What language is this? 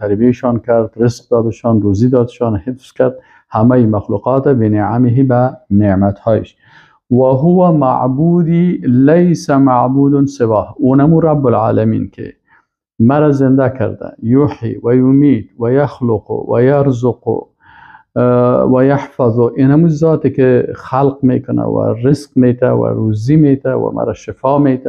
Persian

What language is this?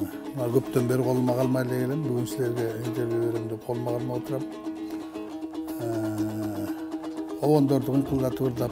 Kyrgyz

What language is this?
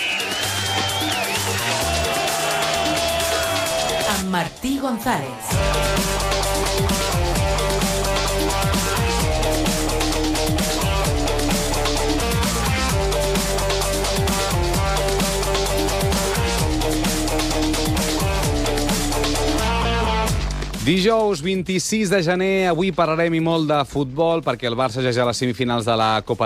Catalan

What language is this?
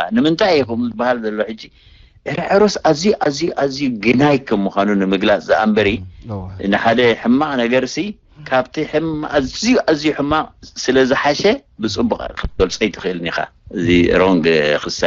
Tigrinya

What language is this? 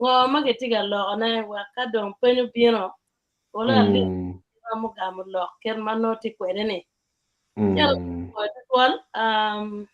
Acoli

